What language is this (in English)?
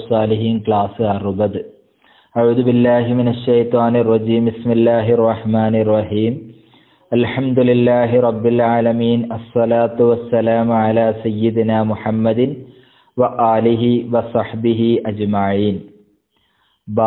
Malayalam